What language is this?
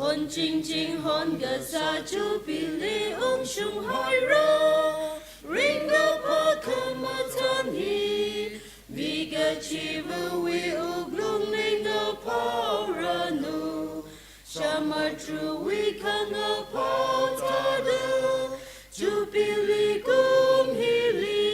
Tangkhul Naga (India)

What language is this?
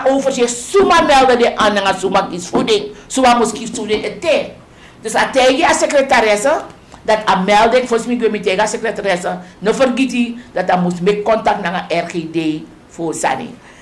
Sranan Tongo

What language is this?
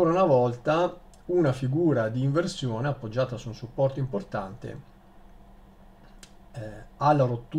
Italian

